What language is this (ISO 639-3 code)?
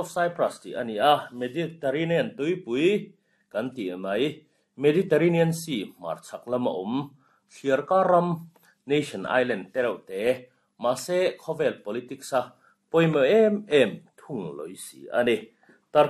lus